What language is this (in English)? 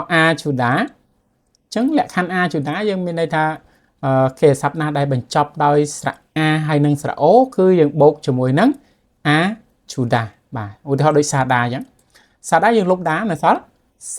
Khmer